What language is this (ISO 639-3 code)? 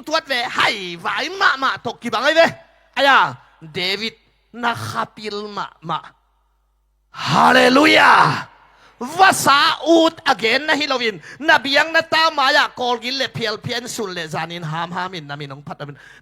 ctd